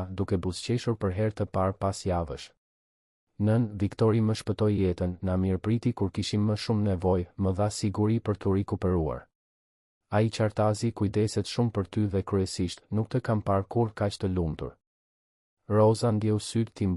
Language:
Albanian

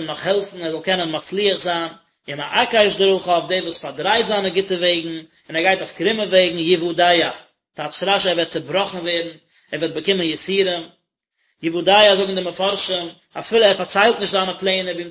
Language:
Yiddish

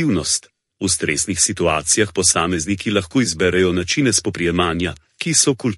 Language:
Slovenian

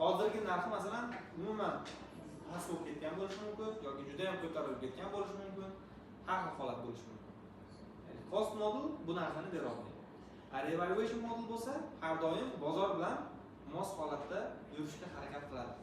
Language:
Uzbek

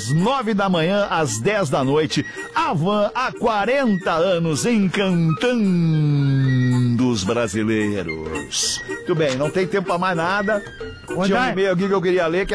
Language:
Portuguese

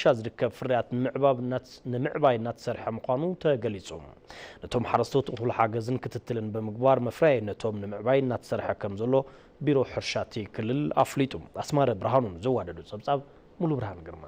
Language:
Tigrinya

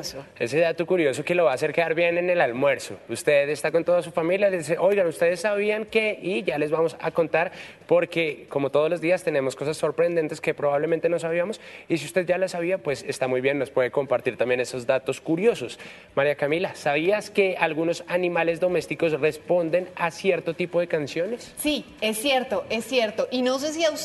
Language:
Spanish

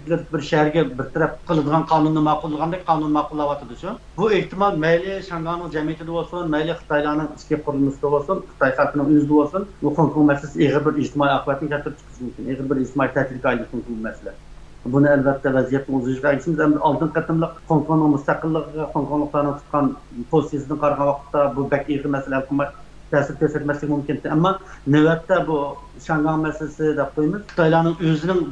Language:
Uyghur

